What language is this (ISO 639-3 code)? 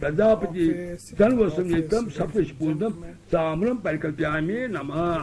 kas